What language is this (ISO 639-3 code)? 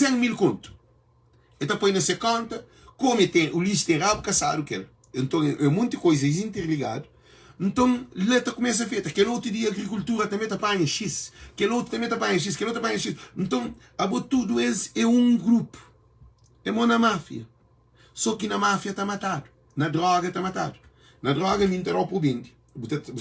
kea